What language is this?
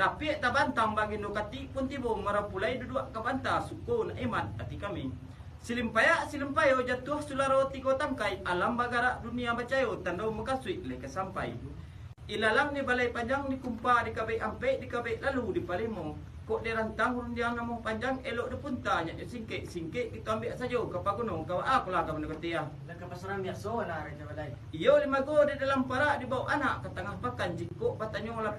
Minangkabau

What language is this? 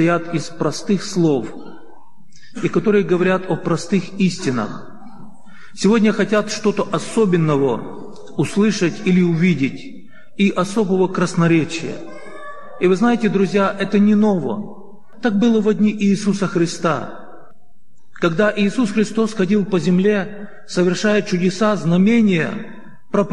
Russian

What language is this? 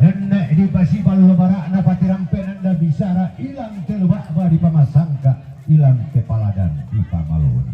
Toraja-Sa'dan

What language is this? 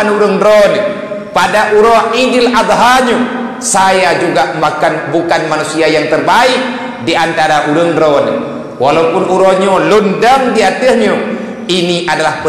Achinese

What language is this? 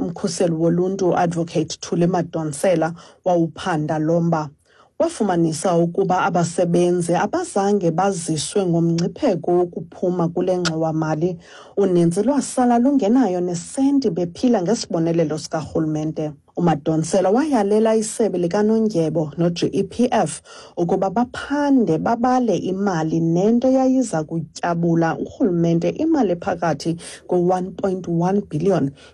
Xhosa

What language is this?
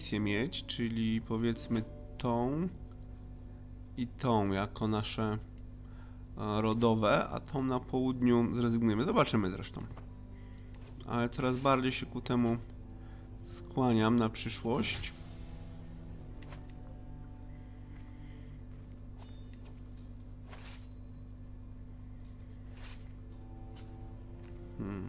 Polish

